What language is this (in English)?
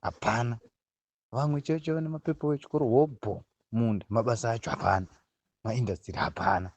Shona